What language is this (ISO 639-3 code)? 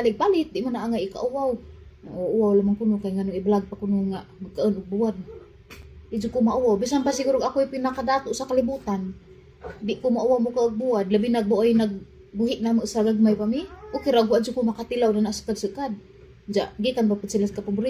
ceb